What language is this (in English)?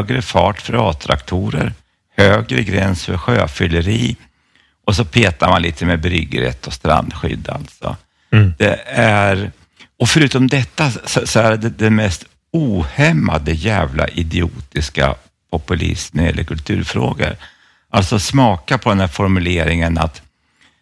Swedish